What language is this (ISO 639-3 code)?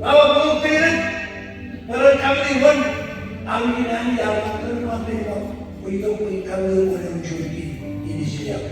mah